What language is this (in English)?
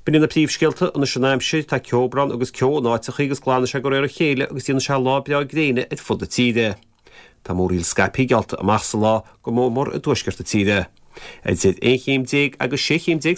Irish